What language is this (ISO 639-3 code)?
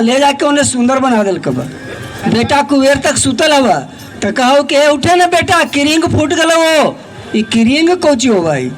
mag